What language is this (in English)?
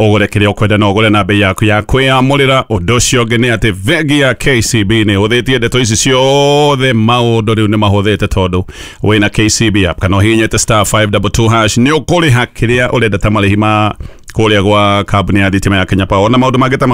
Kikuyu